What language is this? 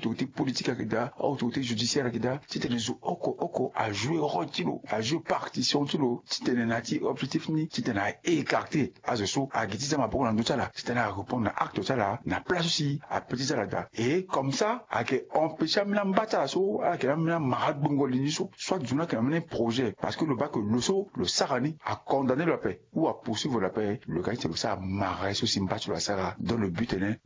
Sango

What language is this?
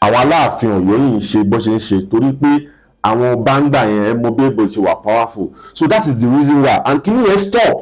Yoruba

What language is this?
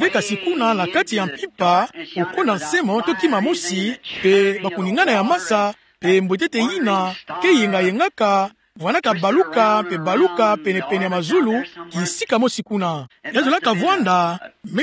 Kituba (Democratic Republic of Congo)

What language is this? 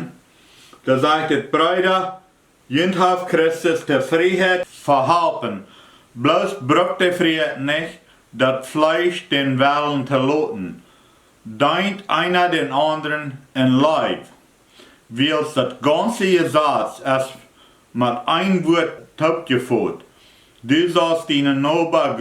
Plautdietsch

